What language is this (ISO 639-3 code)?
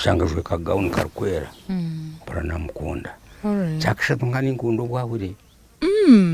nyn